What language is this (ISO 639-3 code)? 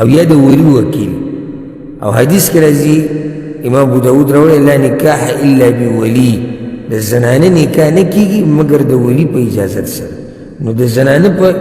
pus